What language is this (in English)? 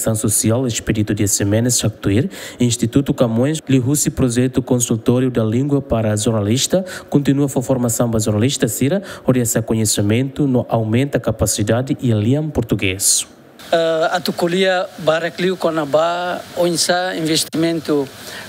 Tetum